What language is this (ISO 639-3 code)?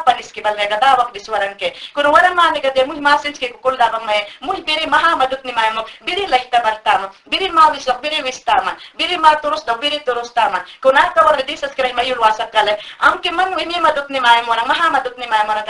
yan